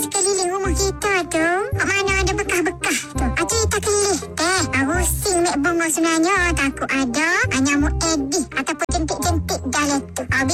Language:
Malay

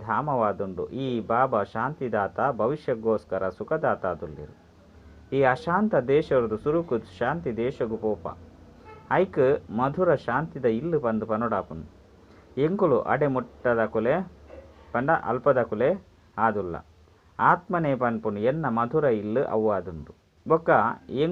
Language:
Tulu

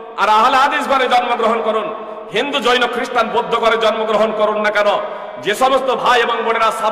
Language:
Bangla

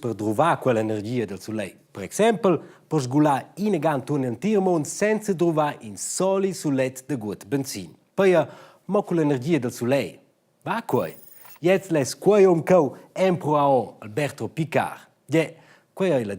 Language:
Romansh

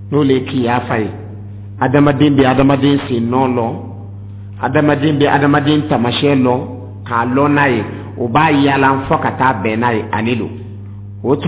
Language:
Dyula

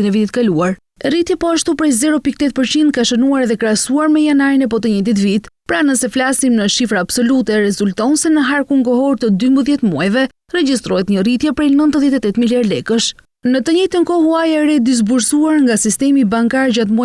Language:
Albanian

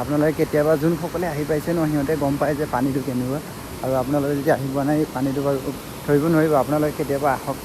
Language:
Assamese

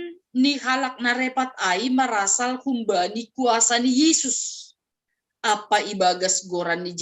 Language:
Batak Simalungun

